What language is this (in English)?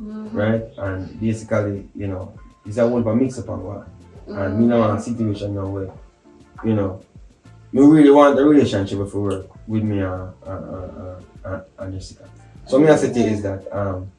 Jamaican Creole English